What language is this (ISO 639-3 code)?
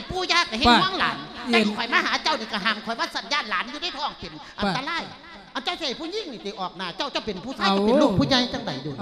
lao